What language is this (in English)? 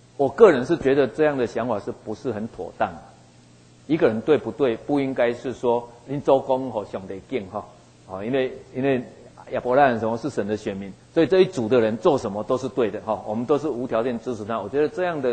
Chinese